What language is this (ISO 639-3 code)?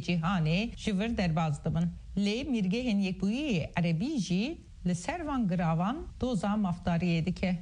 kur